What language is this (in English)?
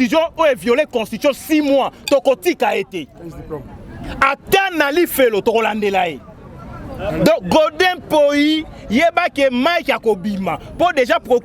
Lingala